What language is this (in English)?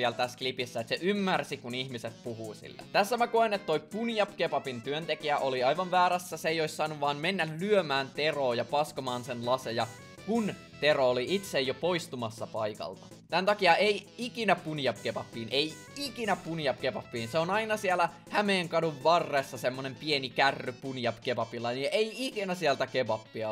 Finnish